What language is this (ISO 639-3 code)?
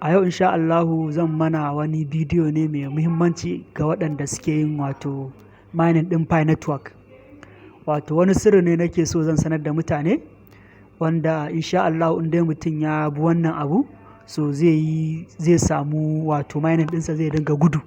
hau